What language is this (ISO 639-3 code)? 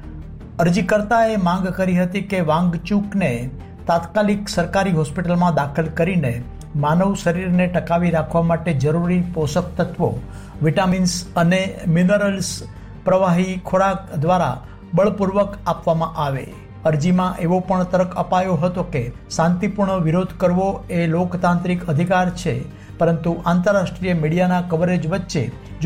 guj